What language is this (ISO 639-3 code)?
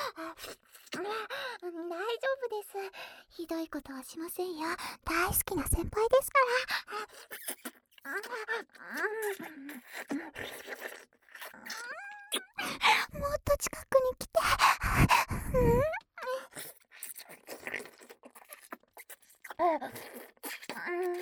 jpn